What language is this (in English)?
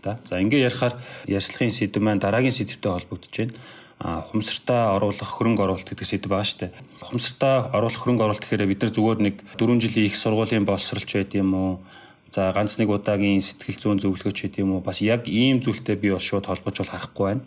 Mongolian